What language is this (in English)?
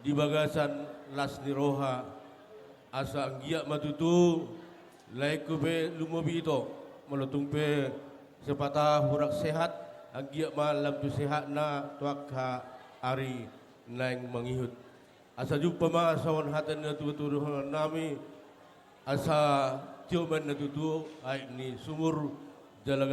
Batak Toba